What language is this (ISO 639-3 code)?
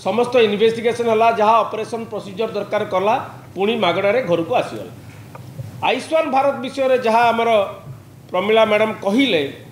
ori